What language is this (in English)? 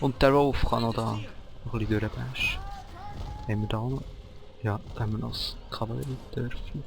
Swiss German